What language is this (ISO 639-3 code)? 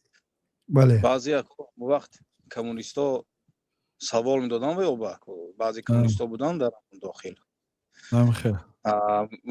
tgk